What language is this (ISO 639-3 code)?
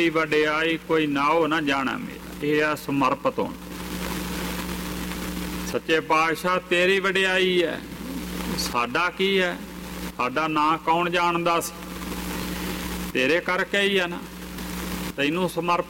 pan